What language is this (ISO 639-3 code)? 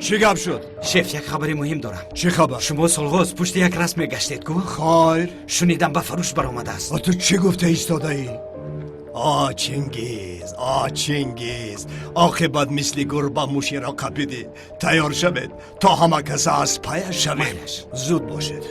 tgk